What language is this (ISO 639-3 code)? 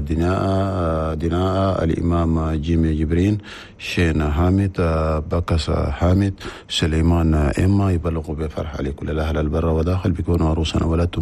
shu